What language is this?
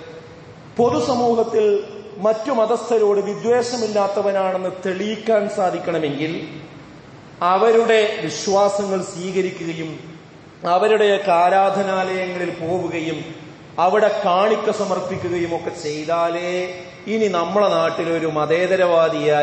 Malayalam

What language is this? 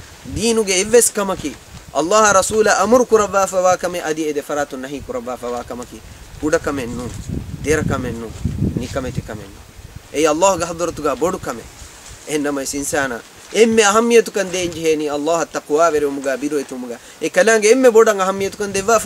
Divehi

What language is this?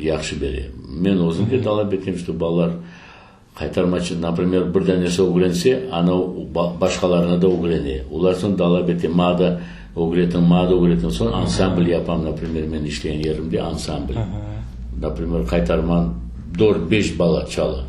Crimean Tatar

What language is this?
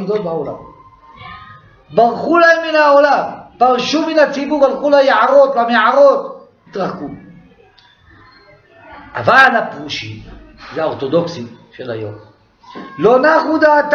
Hebrew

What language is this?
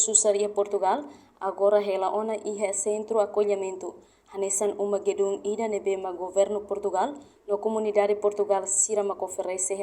Tetum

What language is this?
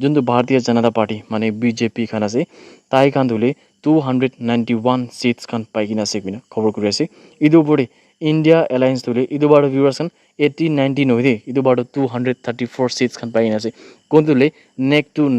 Naga Pidgin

